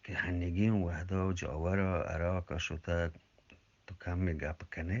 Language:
Eastern Balochi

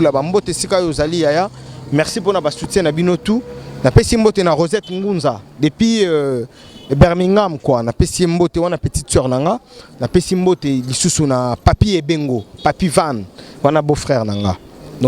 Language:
Lingala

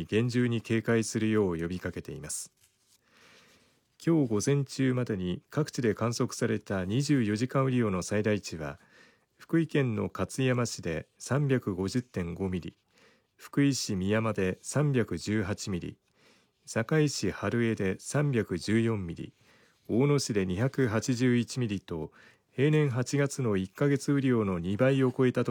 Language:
Japanese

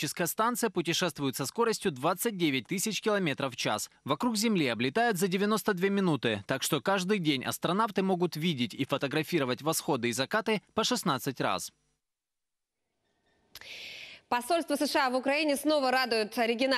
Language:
Russian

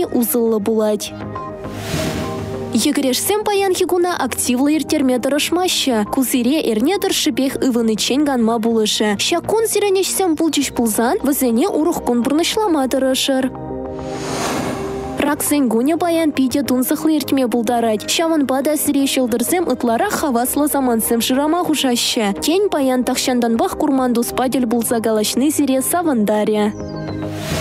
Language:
Chuvash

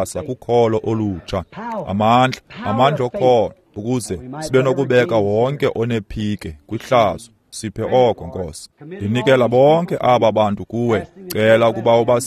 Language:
Xhosa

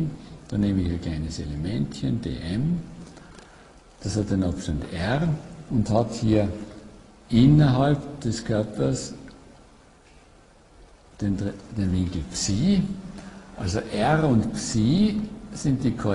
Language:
German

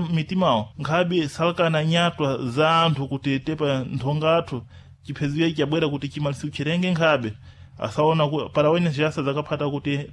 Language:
Sena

